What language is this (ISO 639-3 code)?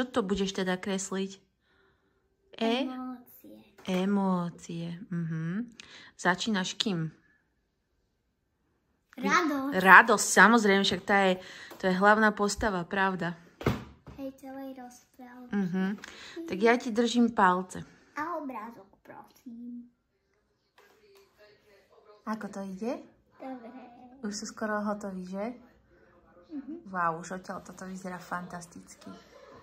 slk